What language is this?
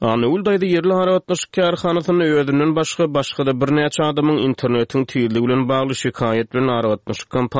Turkmen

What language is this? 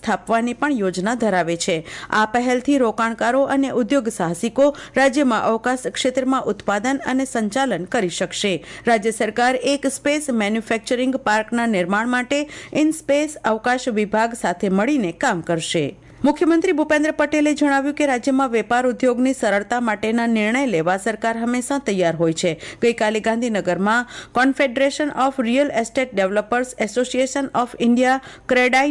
Gujarati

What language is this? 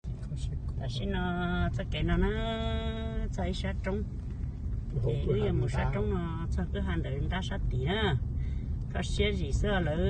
Hmong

